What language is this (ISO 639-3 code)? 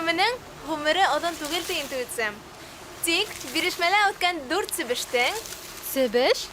bak